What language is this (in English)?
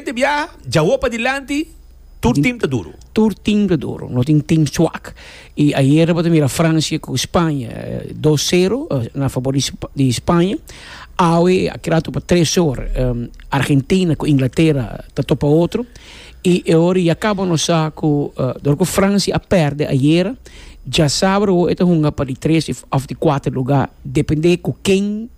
Papiamento